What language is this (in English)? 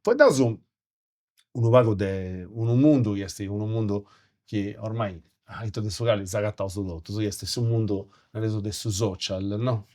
Sardinian